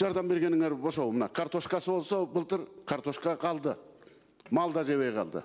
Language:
Kyrgyz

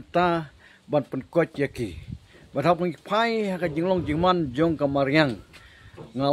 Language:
Khasi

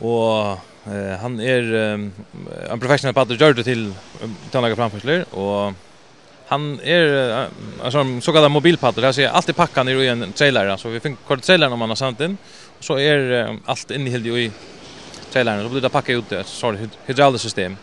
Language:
Faroese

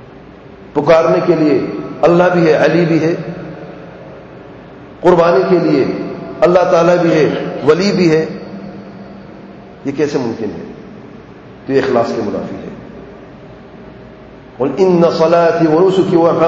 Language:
Urdu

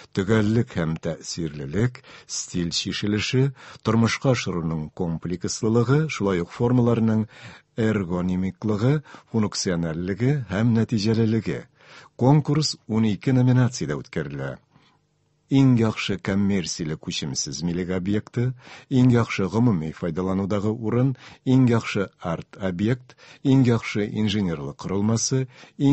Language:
Tatar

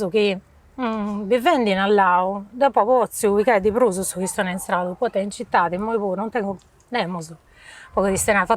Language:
Sardinian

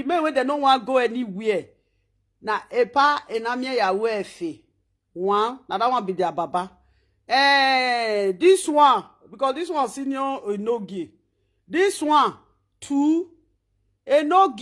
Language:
Nigerian Pidgin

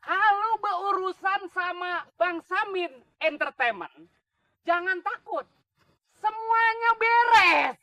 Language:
Betawi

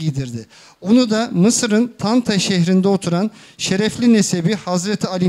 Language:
Turkish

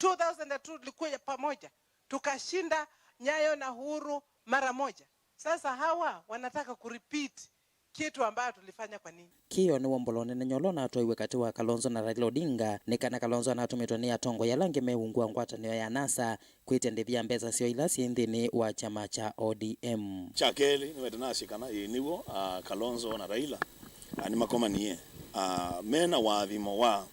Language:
Kamba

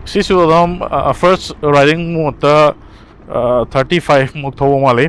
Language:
Manipuri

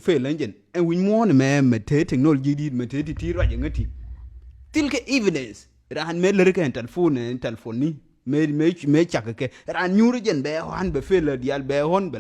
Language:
Nuer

